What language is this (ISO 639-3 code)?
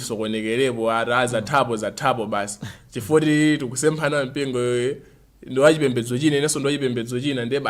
nya